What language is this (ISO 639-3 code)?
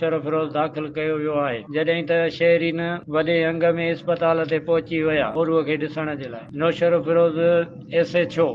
snd